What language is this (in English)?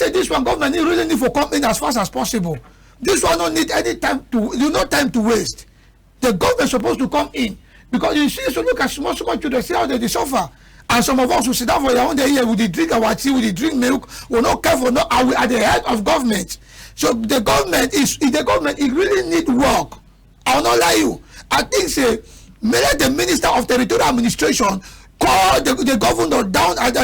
Cameroon Pidgin